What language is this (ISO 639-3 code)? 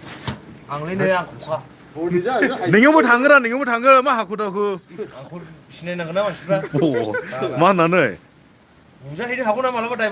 brx